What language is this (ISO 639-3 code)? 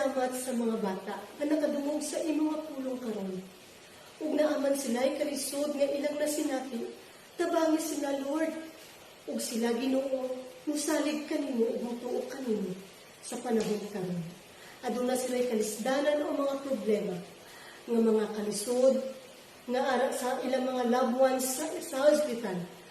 ceb